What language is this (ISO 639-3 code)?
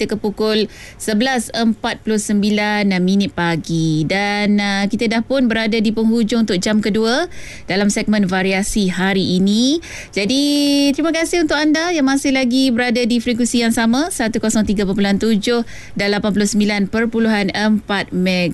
msa